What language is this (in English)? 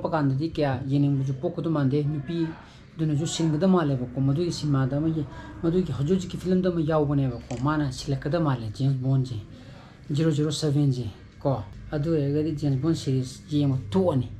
Manipuri